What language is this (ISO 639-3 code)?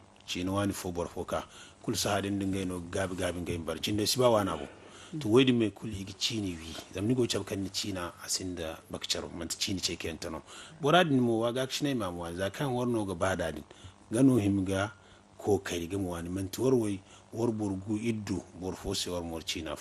dje